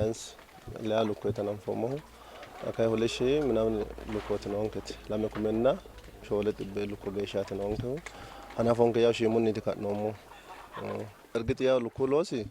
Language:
Sidamo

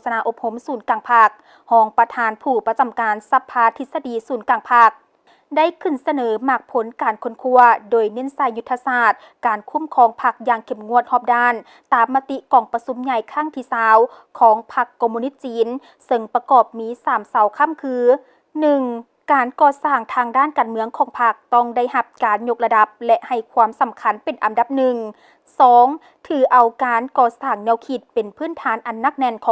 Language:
Lao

